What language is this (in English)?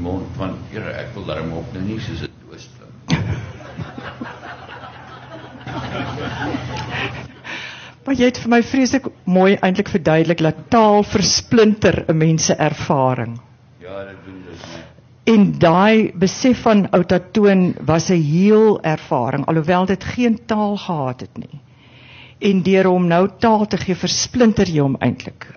Afrikaans